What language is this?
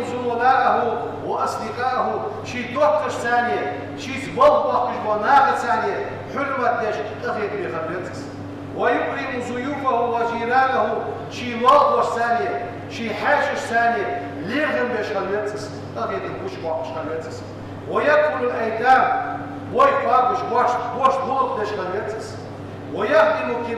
Ingush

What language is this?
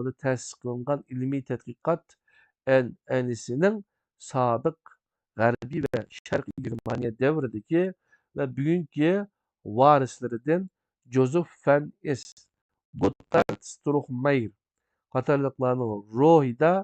Uyghur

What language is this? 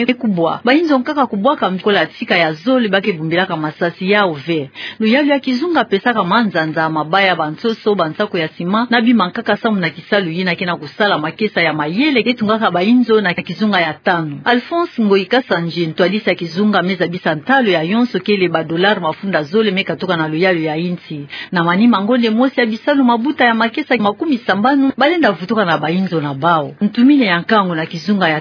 Kituba (Democratic Republic of Congo)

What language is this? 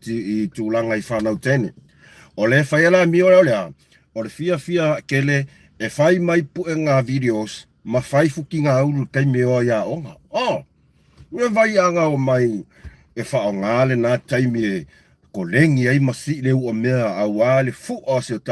Samoan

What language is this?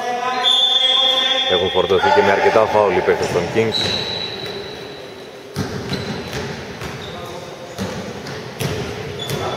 Greek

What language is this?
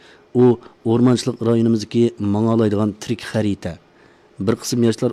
Uyghur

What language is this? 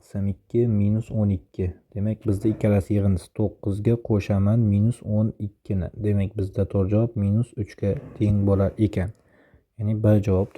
Uzbek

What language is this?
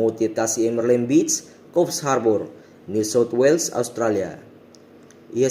Tetum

